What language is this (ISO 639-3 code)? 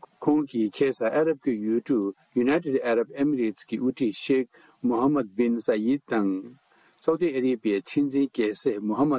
bod